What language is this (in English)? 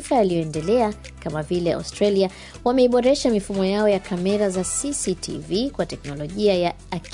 Swahili